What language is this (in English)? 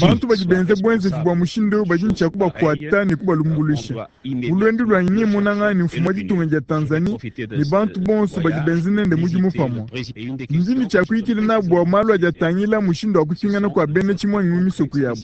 Luba-Lulua